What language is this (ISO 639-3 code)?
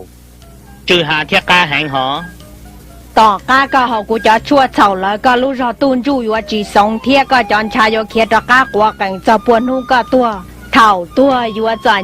hmn